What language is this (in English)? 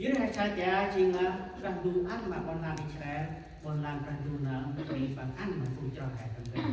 Central Mnong